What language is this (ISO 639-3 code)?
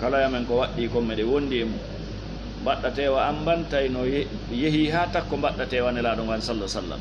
ful